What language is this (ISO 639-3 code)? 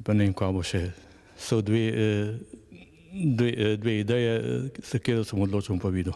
slv